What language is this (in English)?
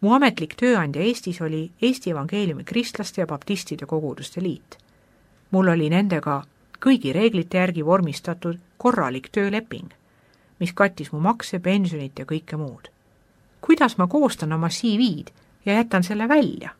Estonian